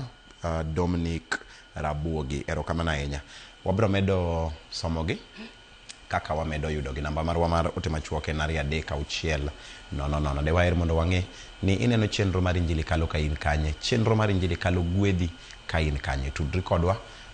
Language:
Luo (Kenya and Tanzania)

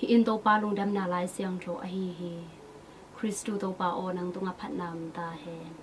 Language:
Tedim Chin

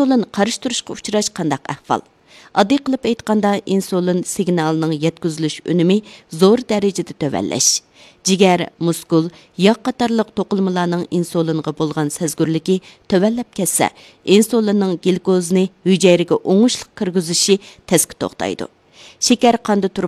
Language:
Uyghur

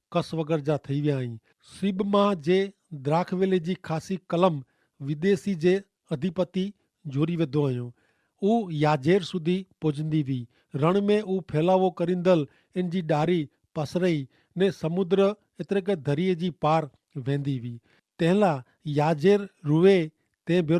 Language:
Kachhi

